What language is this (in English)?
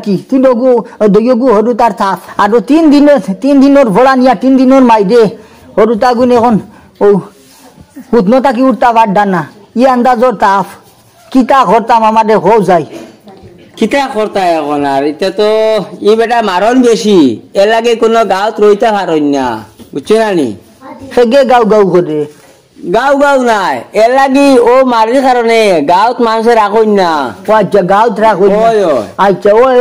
Sylheti